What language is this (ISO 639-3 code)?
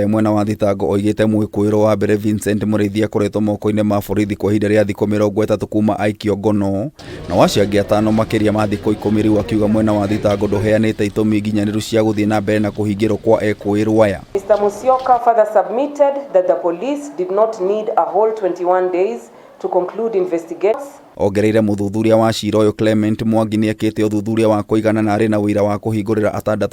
kik